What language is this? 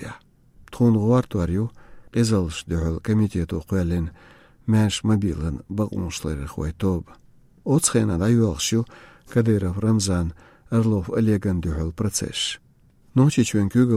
Chechen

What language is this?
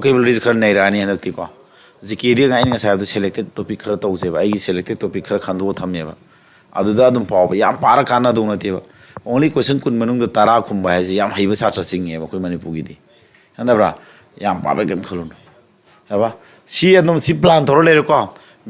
Manipuri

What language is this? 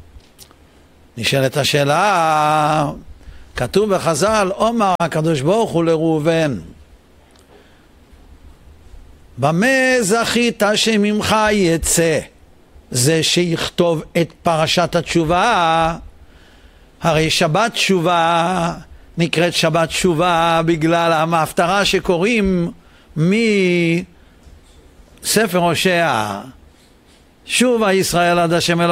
Hebrew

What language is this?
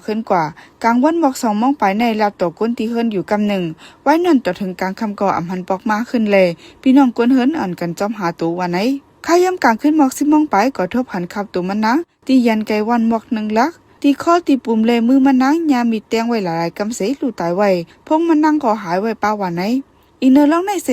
Shan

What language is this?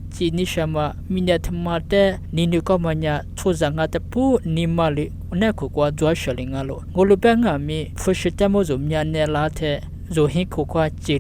Lisu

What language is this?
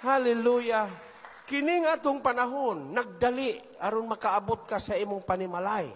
Cebuano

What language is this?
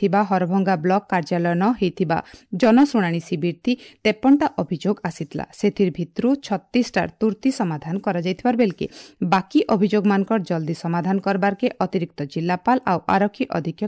Odia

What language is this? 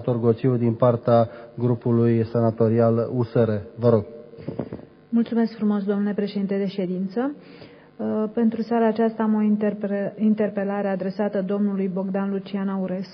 Romanian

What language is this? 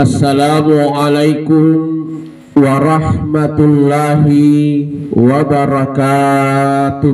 Buginese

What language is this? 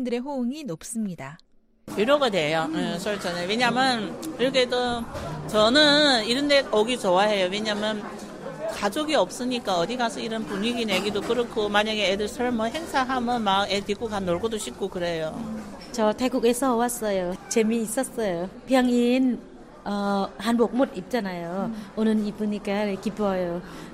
Korean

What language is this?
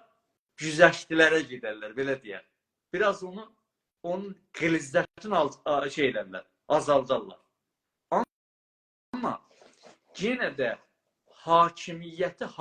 South Azerbaijani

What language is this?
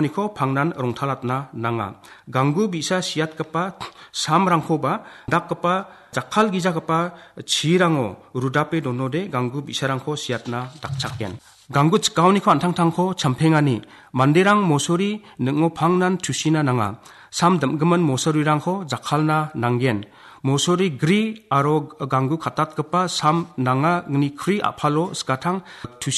Garo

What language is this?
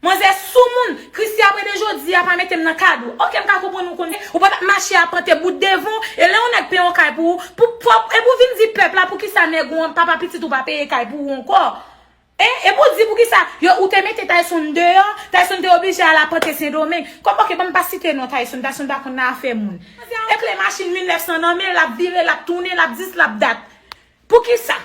Haitian Creole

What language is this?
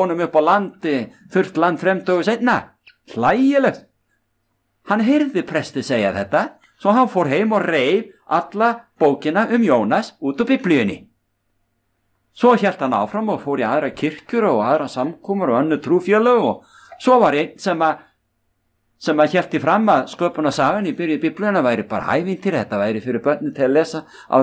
Icelandic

